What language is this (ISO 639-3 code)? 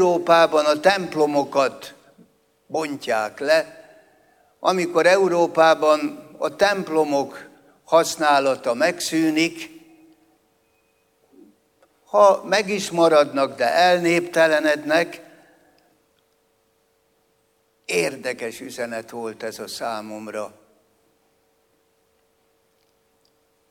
hun